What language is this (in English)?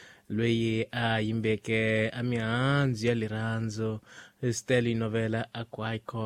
Tsonga